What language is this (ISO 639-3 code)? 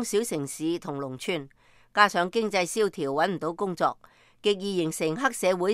yue